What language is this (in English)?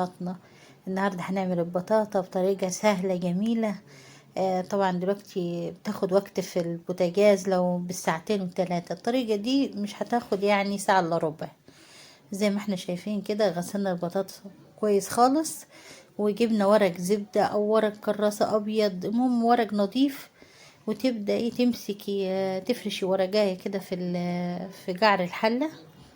Egyptian Arabic